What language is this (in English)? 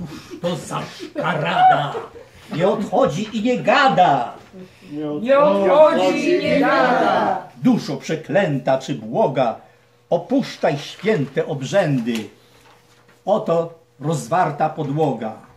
Polish